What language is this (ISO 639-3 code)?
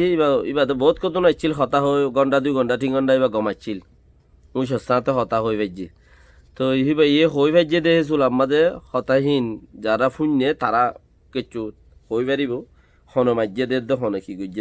rhg